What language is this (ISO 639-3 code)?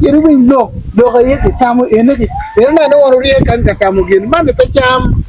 ach